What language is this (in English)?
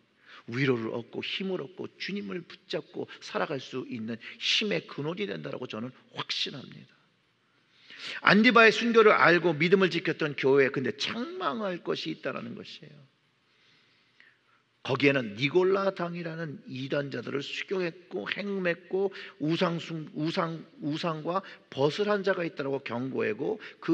Korean